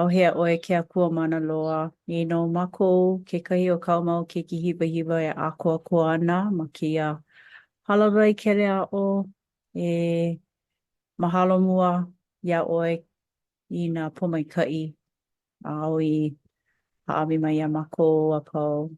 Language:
Hawaiian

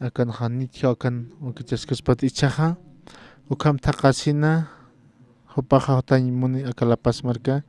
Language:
Aymara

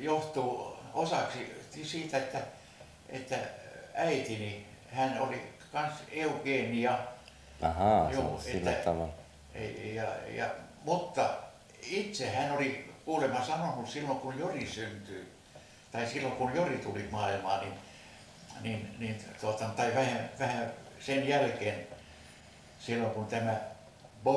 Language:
Finnish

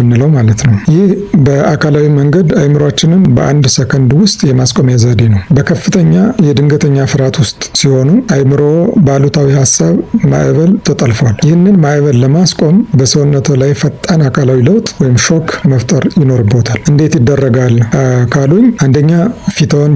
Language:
Amharic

